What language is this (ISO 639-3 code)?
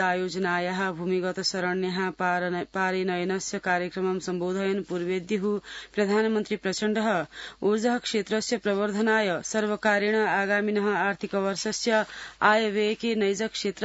san